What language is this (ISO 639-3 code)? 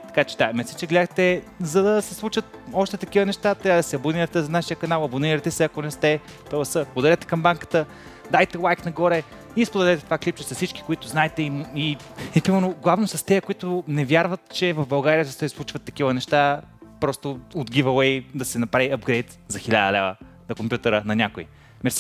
bul